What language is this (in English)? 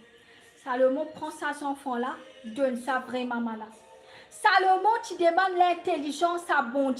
Morisyen